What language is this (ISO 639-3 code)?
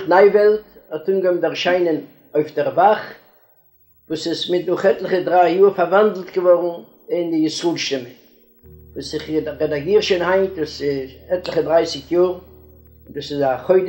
yid